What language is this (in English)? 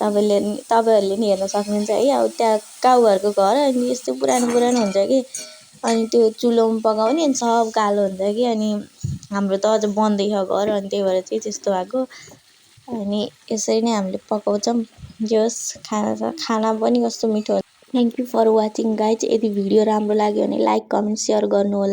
Nepali